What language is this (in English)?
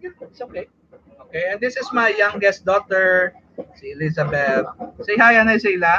Hiligaynon